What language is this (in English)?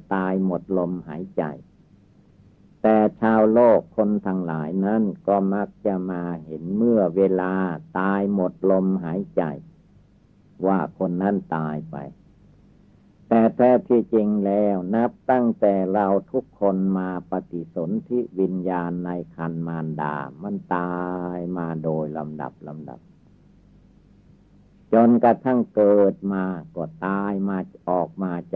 Thai